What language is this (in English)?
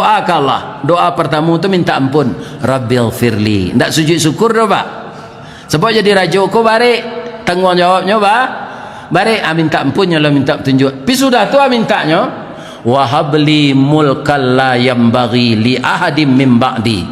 Minangkabau